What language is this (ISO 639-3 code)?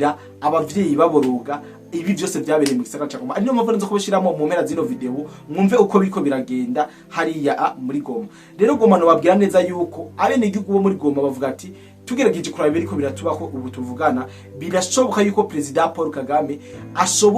run